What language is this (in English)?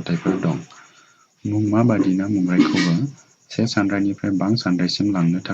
Bodo